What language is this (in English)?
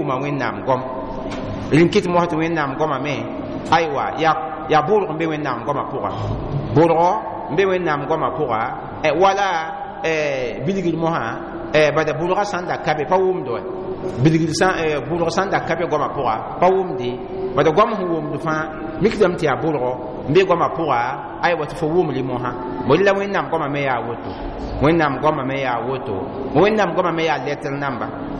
Mossi